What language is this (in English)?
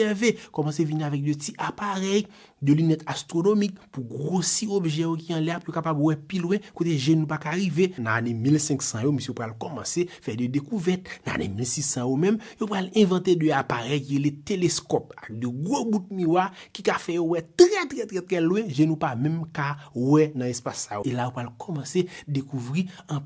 Haitian Creole